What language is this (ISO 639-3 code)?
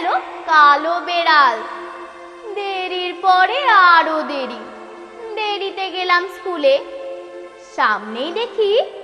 ben